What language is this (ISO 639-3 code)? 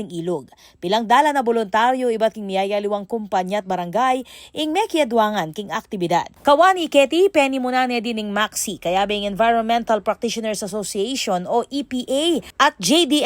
pam